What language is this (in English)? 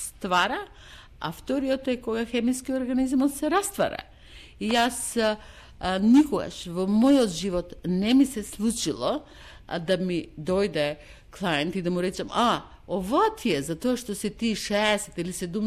Macedonian